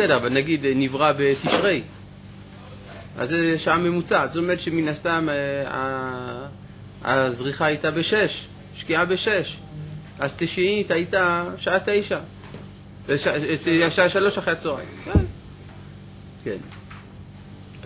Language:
Hebrew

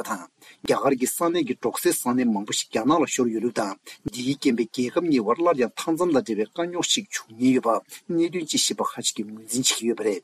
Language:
Tibetan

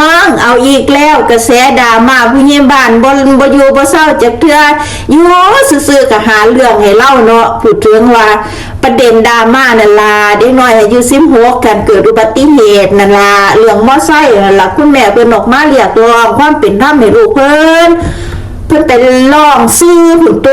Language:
Northeastern Thai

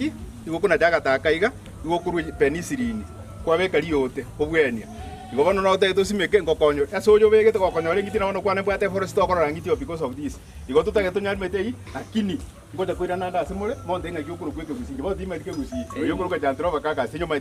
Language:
Gusii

